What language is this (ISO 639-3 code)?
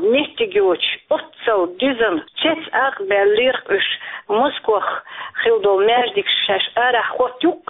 che